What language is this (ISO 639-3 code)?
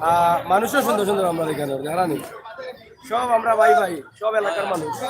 syl